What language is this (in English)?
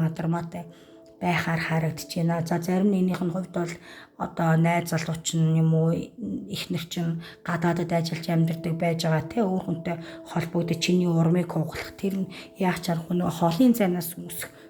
Mongolian